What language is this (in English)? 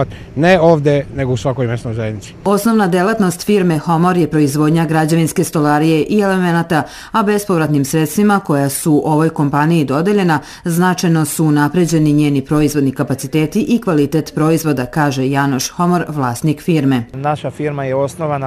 Serbian